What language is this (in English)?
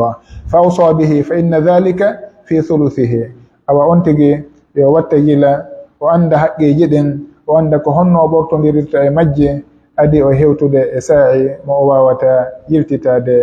Pular